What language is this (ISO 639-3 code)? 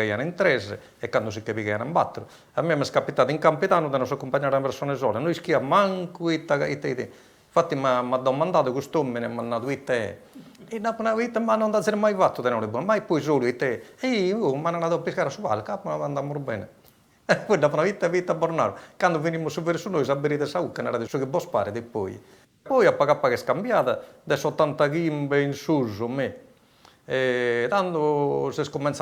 srd